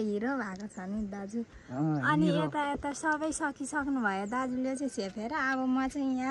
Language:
Nepali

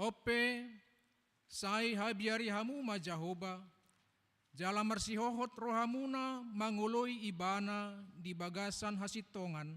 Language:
Batak Toba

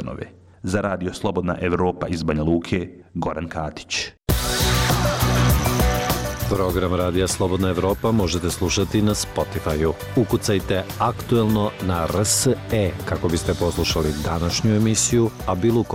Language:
Bosnian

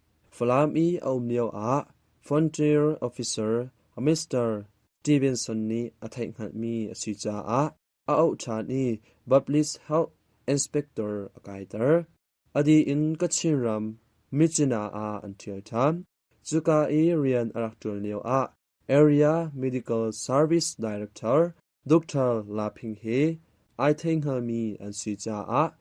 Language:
Hakha Chin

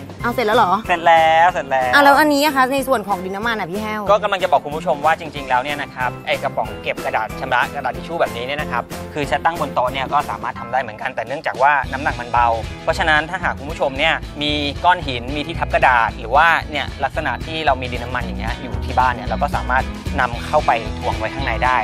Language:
Thai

